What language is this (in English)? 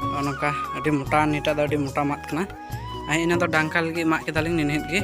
Santali